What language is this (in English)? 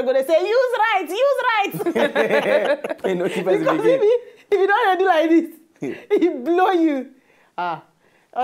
Nigerian Pidgin